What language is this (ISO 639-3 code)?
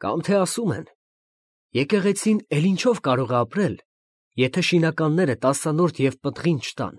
hye